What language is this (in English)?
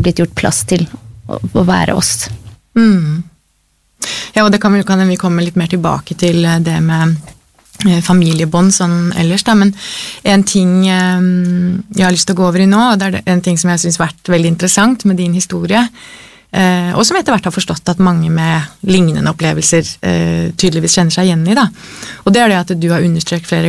Norwegian